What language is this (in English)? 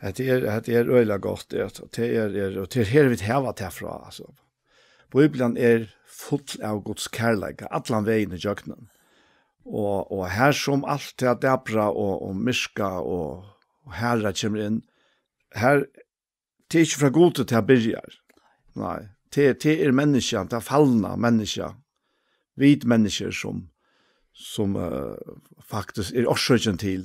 Faroese